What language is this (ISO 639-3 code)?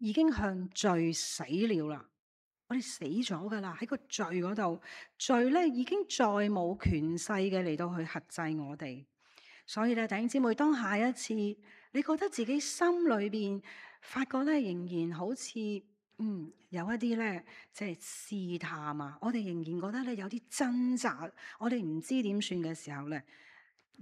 yue